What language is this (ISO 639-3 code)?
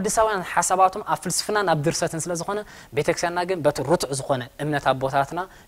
tir